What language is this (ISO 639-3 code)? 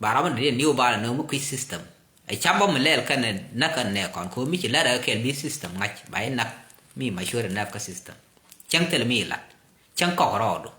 nus